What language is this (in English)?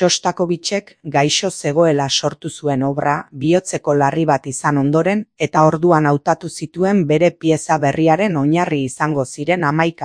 Basque